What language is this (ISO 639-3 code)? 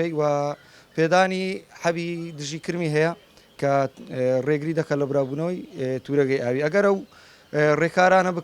ckb